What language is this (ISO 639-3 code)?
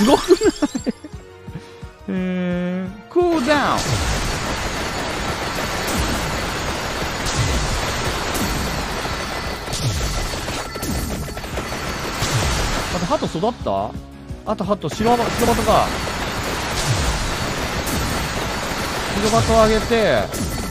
jpn